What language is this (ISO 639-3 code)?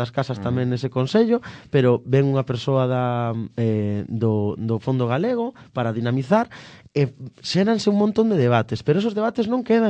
glg